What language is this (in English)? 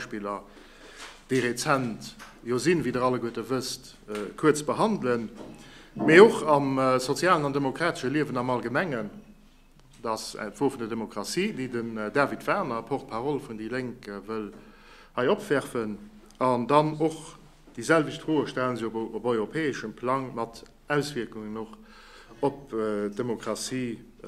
Luxembourgish